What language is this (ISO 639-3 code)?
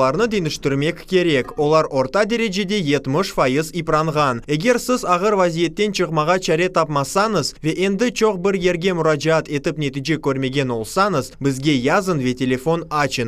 crh